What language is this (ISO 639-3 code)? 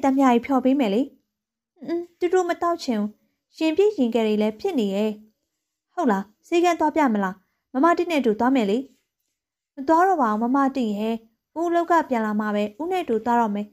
mya